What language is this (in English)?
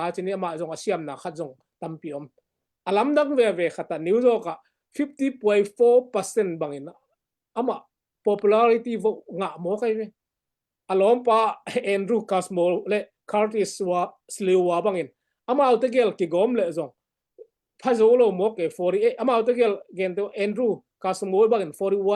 Tedim Chin